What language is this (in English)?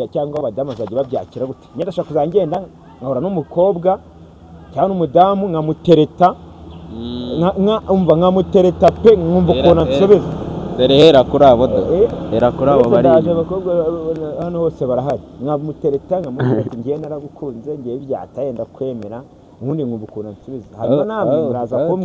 Kinyarwanda